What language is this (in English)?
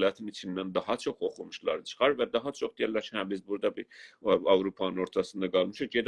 South Azerbaijani